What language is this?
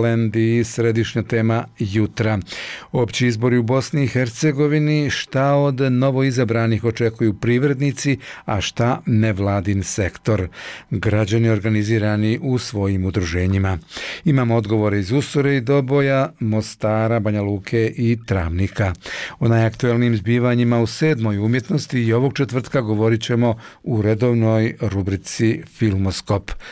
Bosnian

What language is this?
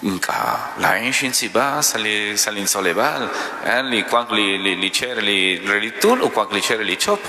Kekchí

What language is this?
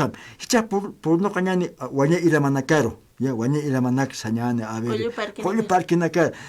Aymara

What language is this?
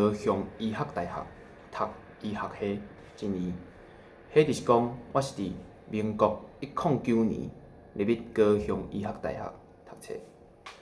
Min Nan Chinese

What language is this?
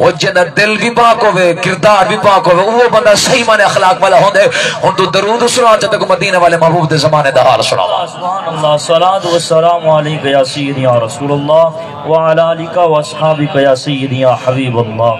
Saraiki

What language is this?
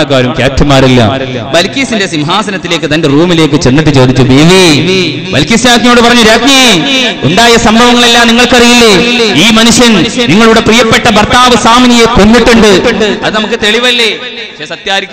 Malayalam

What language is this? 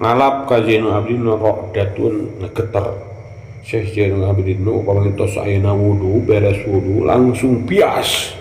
Sundanese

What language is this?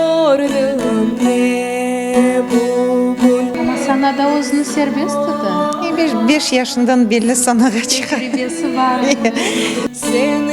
Crimean Tatar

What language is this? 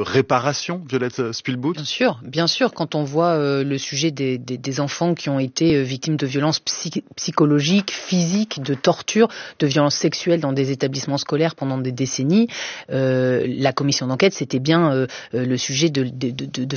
French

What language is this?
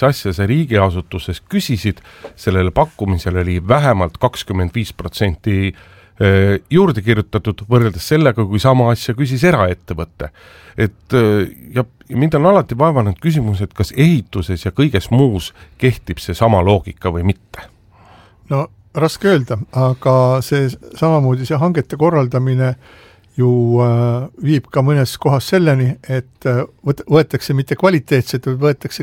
Estonian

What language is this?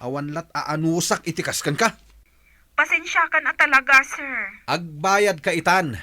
Iloko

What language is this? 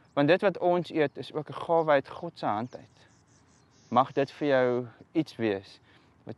Afrikaans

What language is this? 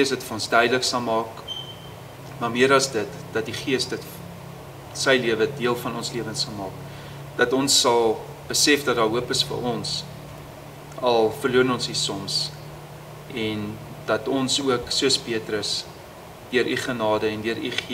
Afrikaans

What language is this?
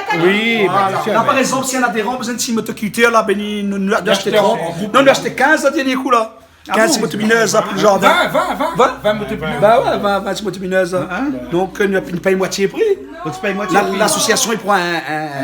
Réunion Creole French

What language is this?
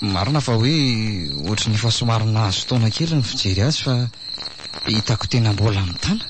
Malagasy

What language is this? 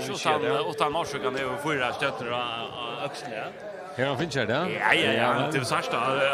Faroese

